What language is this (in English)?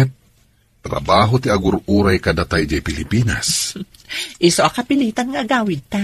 Iloko